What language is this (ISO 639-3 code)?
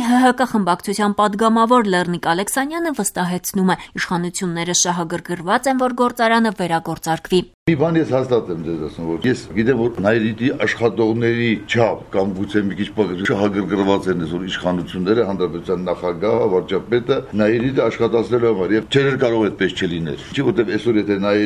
hye